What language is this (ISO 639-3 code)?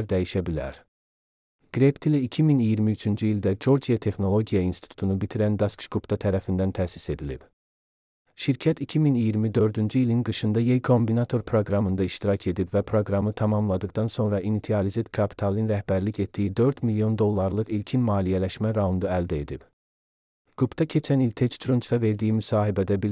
aze